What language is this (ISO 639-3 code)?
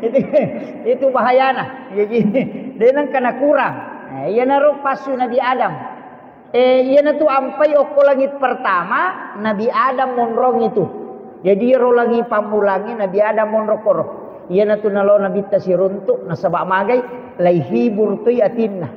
bug